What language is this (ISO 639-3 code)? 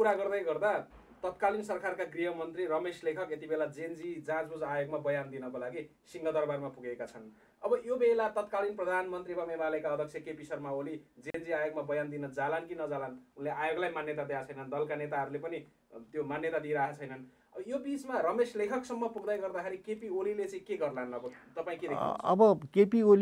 nep